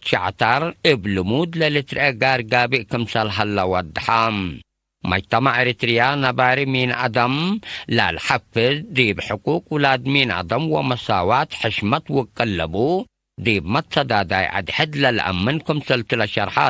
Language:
Tigre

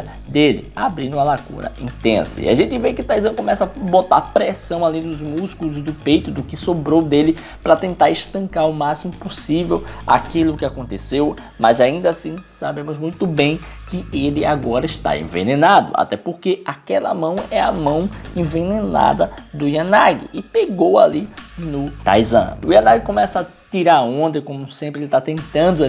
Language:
Portuguese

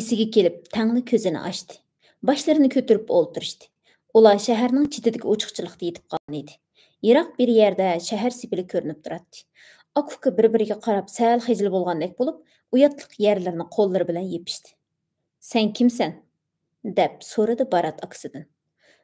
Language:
Uyghur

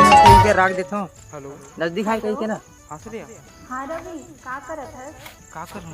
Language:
Chhattisgarhi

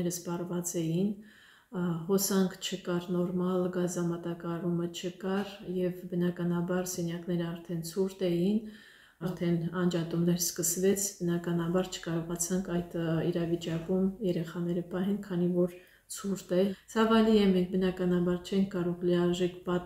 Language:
Armenian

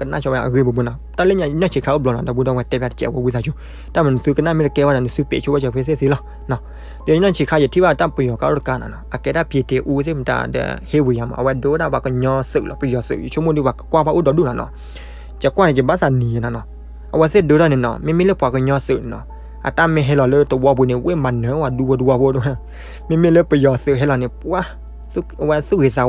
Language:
S'gaw Karen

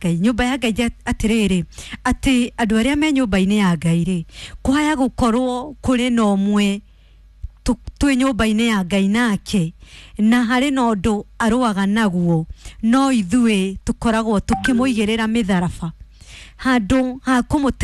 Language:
Kikuyu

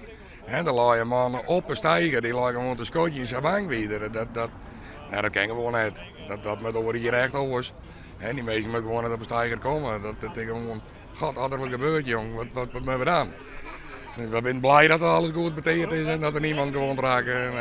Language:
Western Frisian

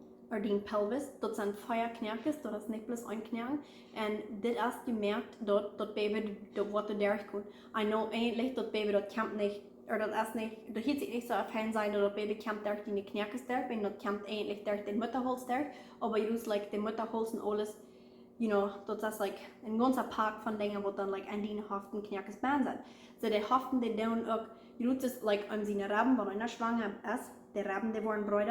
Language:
Plautdietsch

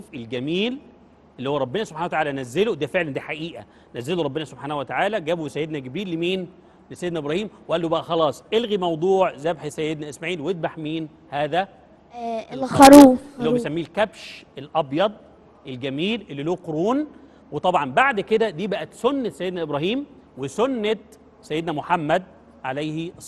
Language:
Egyptian Arabic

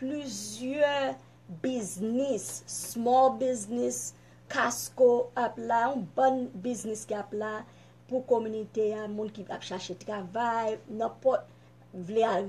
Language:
Haitian Creole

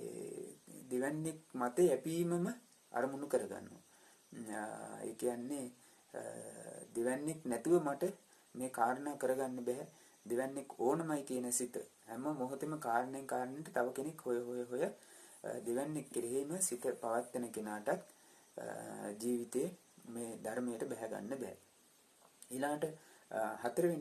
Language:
Sinhala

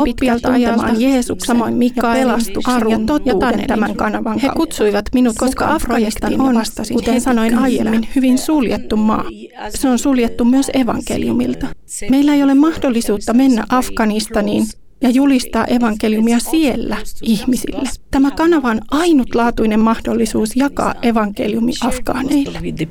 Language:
Finnish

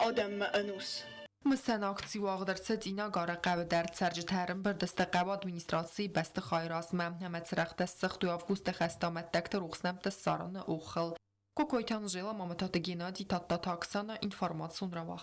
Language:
Ossetic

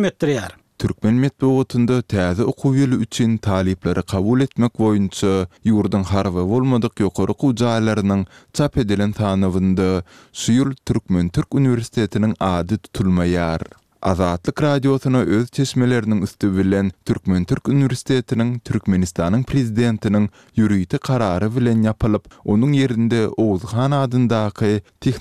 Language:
Turkmen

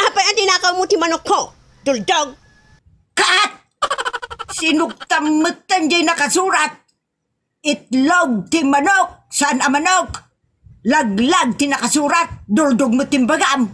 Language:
Iloko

